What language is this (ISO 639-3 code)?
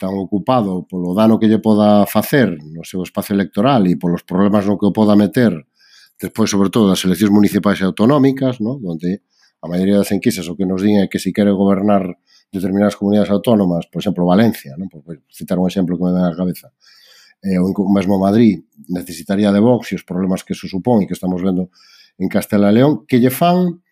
glg